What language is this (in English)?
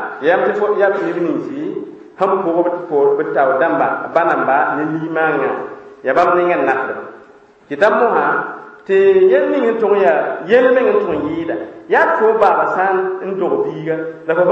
Mossi